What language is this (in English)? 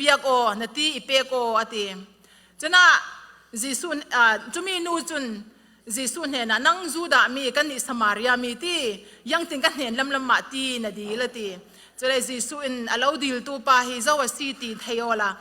Falam Chin